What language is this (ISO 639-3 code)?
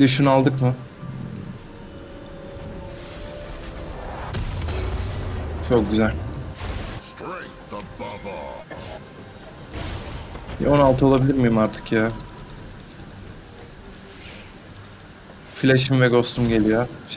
tur